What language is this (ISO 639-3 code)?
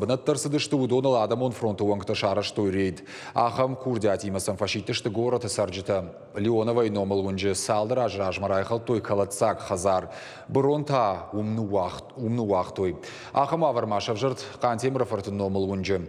oss